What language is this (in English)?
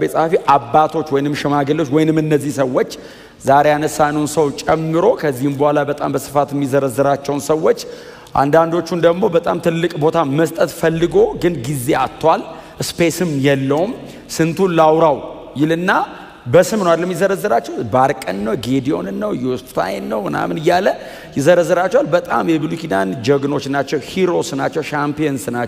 Amharic